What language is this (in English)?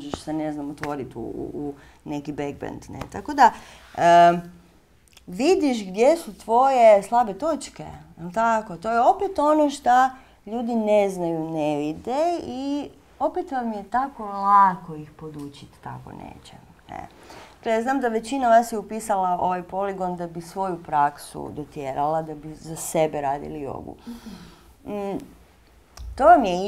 Croatian